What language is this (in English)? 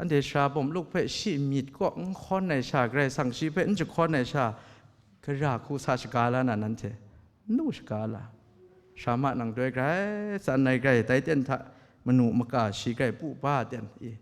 Kachin